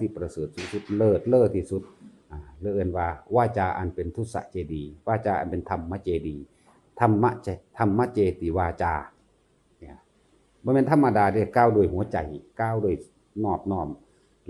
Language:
Northeastern Thai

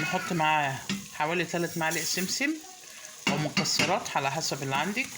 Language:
Egyptian Arabic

